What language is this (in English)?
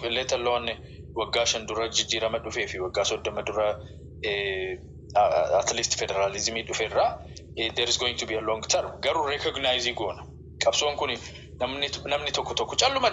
Oromo